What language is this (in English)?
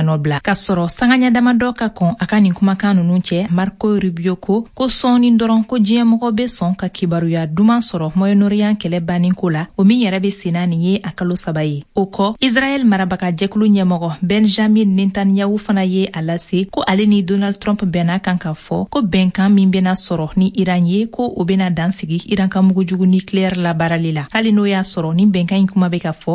Bambara